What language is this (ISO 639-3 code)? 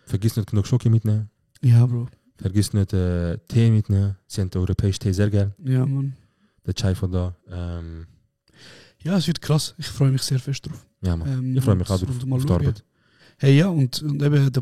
gsw